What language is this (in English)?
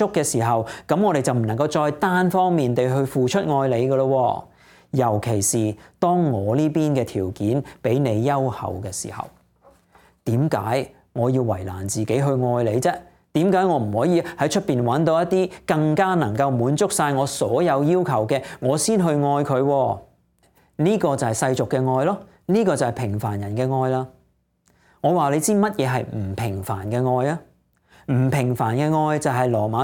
Cantonese